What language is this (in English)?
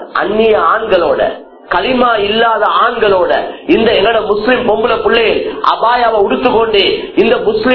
Tamil